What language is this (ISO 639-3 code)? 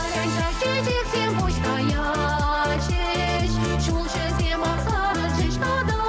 chv